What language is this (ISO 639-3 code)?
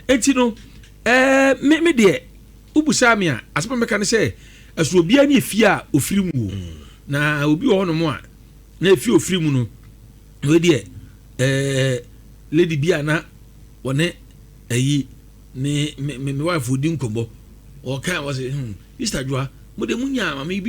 aka